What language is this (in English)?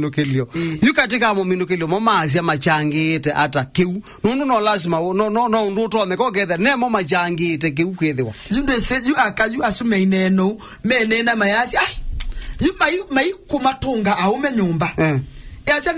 Kamba